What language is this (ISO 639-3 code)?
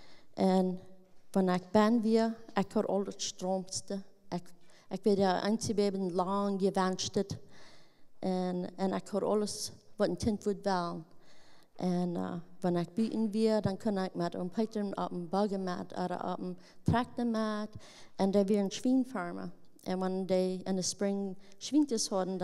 pdt